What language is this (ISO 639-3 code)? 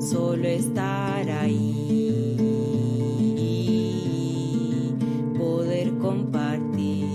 arn